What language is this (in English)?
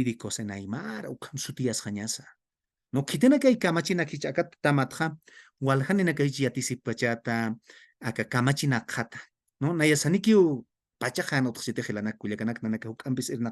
Aymara